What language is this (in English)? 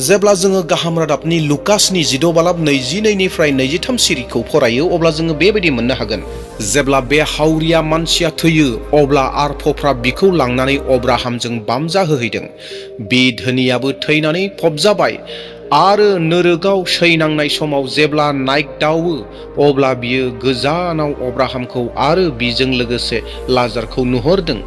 Bodo